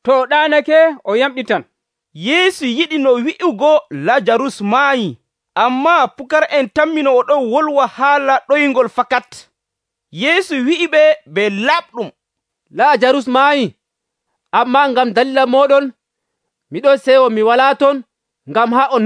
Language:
Nigerian Fulfulde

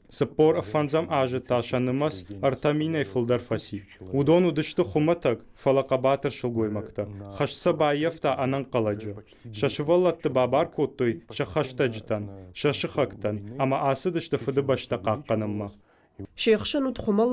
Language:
Ossetic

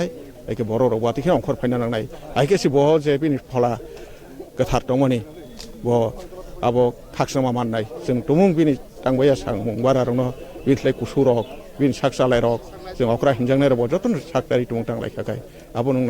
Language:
Kok Borok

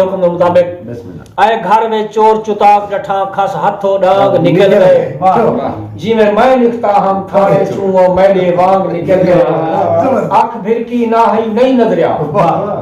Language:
Saraiki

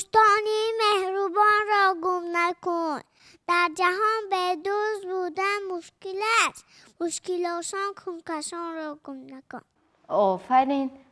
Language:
Tajik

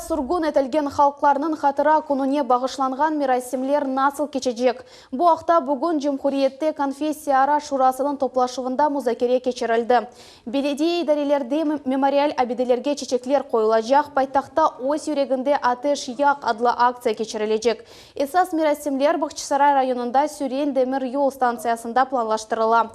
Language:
Crimean Tatar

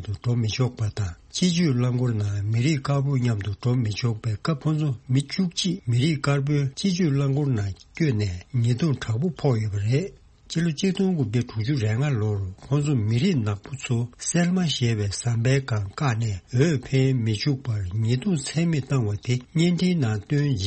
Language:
Tibetan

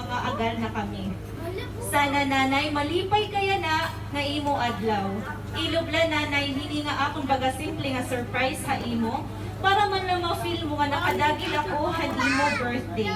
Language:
Waray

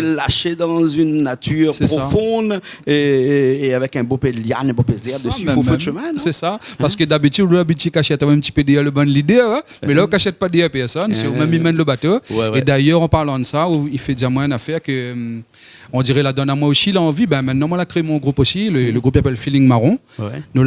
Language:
Réunion Creole French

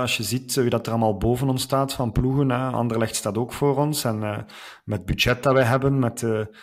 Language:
Dutch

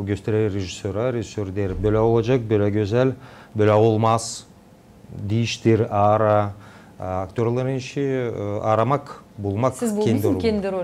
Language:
Gagauz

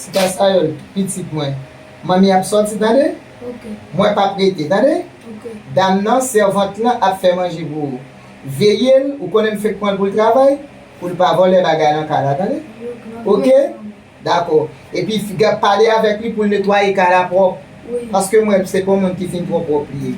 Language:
Haitian Creole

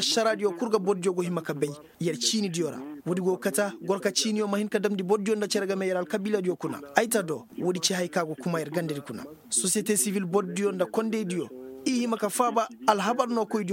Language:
Koyraboro Senni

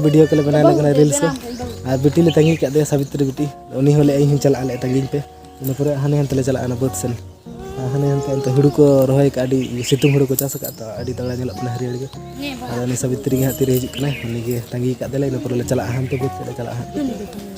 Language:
Santali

